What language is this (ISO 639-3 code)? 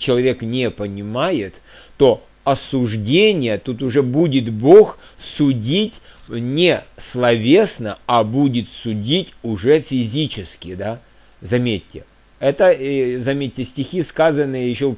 rus